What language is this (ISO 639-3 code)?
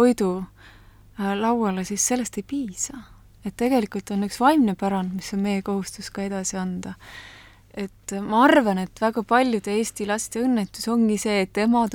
est